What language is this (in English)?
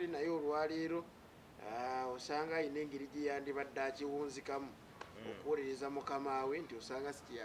Ganda